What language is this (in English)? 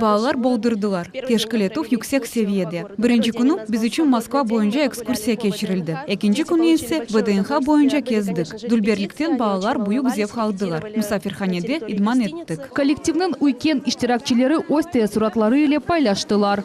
Crimean Tatar